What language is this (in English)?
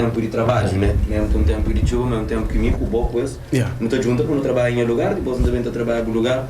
Kabuverdianu